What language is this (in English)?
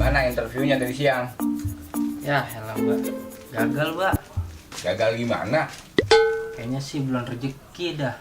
Betawi